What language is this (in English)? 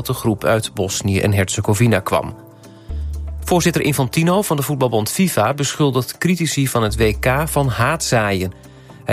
Dutch